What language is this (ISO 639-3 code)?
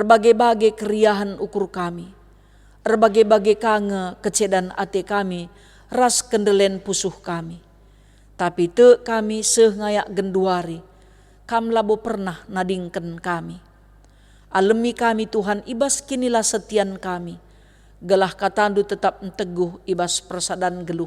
btx